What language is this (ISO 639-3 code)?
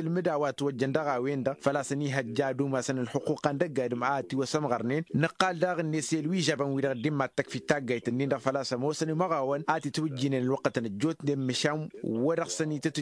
taq